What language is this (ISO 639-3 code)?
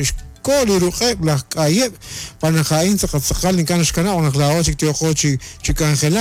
kek